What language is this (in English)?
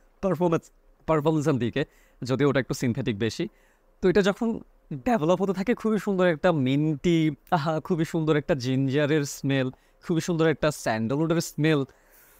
Bangla